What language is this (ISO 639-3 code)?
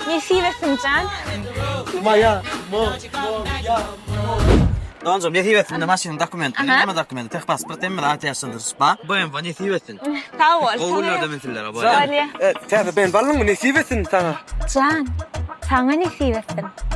tuk